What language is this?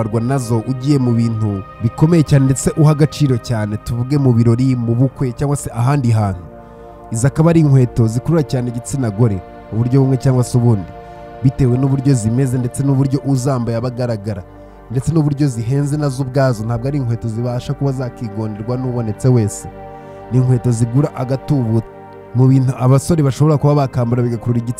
Kinyarwanda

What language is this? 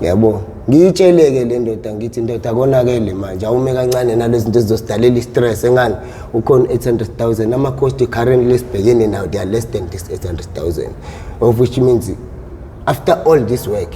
Zulu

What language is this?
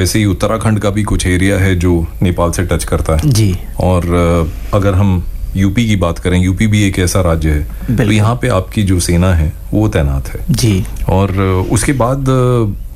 Hindi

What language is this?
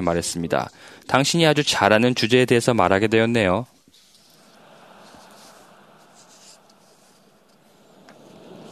Korean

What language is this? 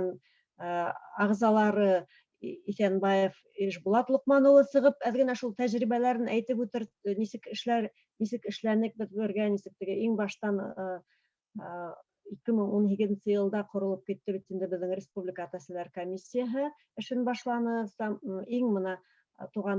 Bashkir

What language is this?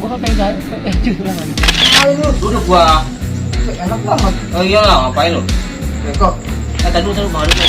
Betawi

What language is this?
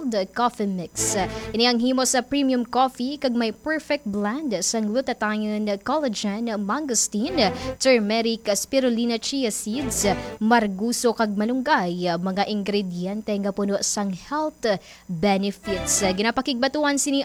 Hiligaynon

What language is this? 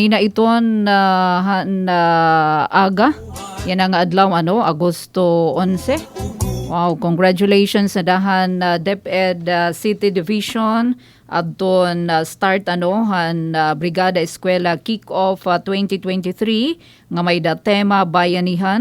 Waray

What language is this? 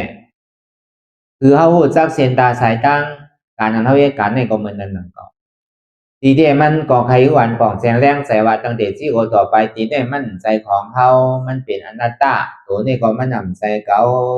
Shan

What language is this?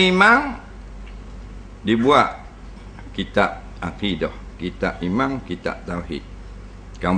Malay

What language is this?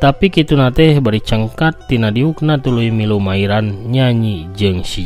Sundanese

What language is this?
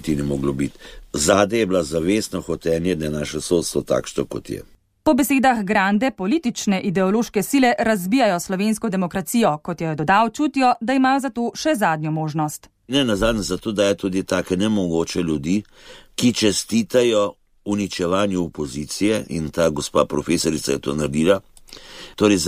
Slovenian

